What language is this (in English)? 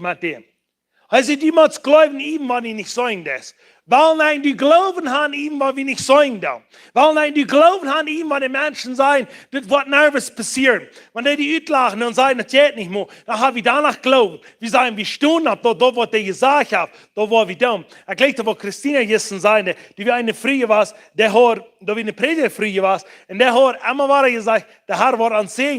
Plautdietsch